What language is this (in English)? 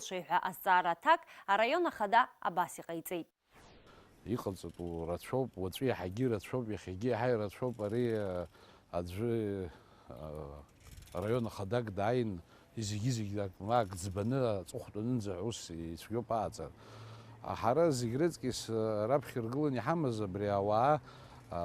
Abkhazian